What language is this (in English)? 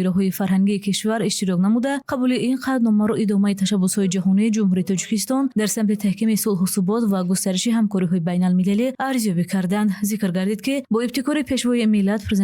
Tajik